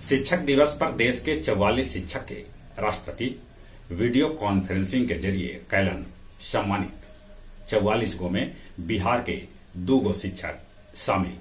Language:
Magahi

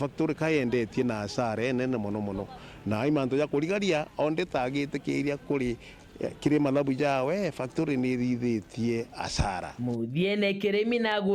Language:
Meru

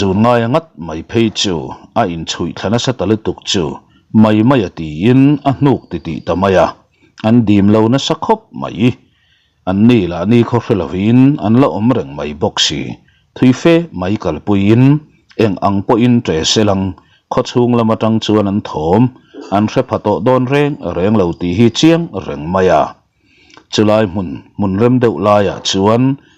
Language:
Mizo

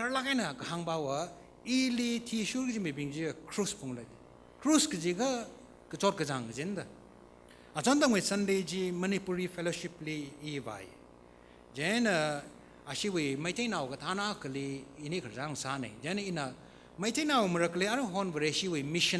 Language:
Tangkhul Naga (India)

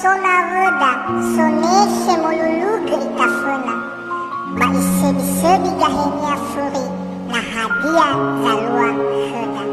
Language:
Nias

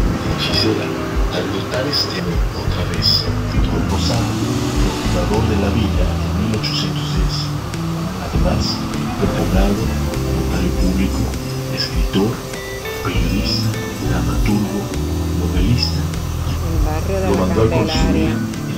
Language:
Spanish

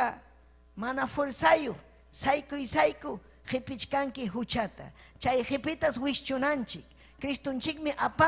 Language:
Ayacucho Quechua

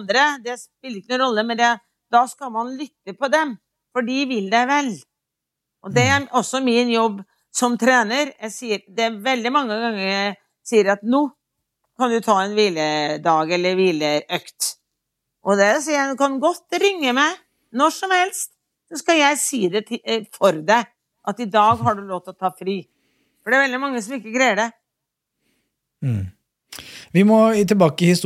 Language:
Norwegian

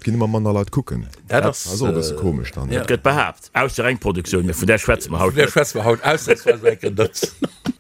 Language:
Luxembourgish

